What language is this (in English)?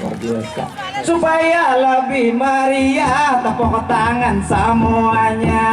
Banjar